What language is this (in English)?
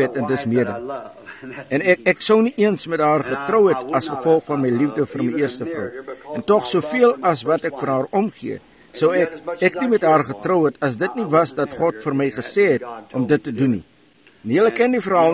Afrikaans